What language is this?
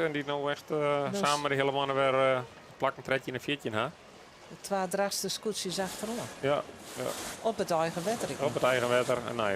Western Frisian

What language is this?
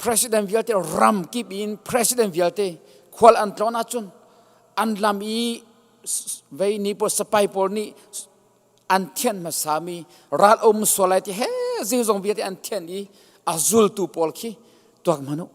Hakha Chin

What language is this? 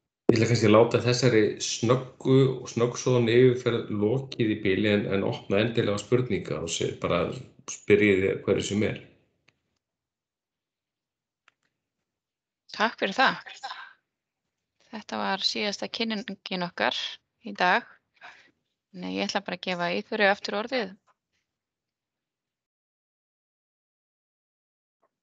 Icelandic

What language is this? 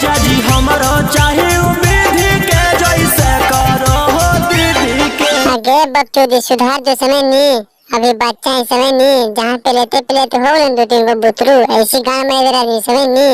Magahi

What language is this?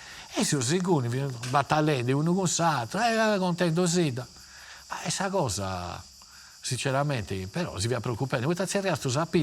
Sardinian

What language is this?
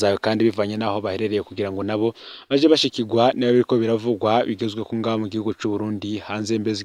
Rundi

